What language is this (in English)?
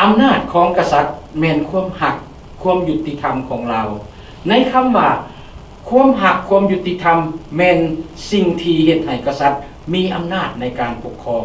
Lao